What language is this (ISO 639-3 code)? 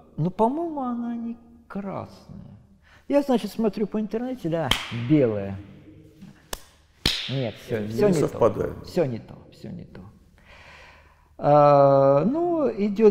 rus